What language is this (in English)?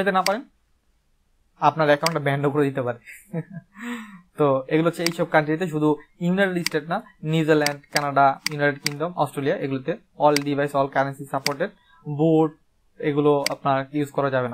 Bangla